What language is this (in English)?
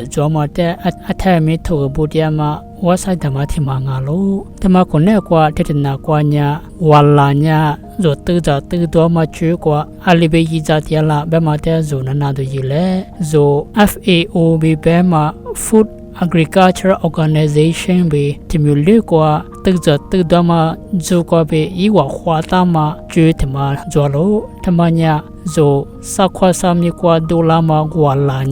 Lisu